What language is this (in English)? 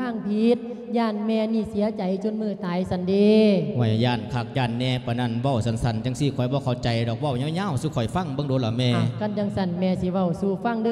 Lao